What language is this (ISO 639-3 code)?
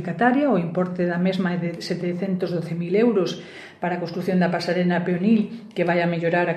glg